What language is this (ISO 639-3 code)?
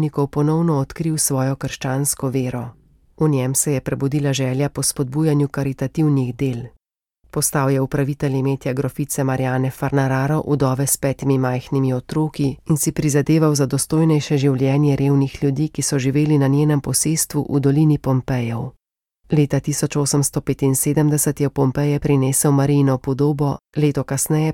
slv